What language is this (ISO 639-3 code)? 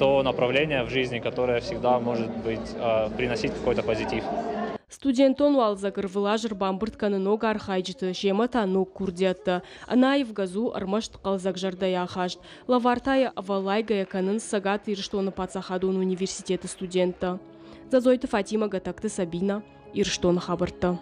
oss